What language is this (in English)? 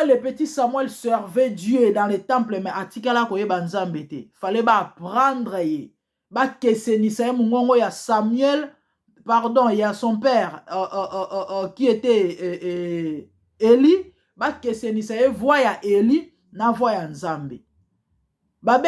Lingala